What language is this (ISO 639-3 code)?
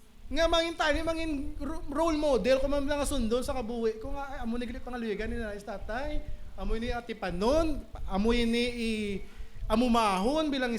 hil